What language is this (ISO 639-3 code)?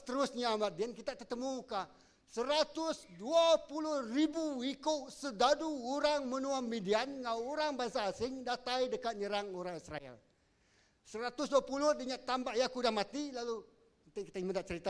iba